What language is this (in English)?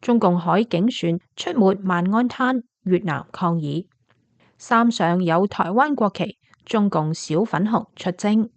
Cantonese